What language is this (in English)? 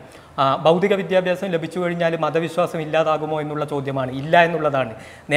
Malayalam